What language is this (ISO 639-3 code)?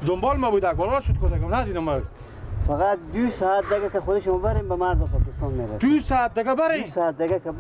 fas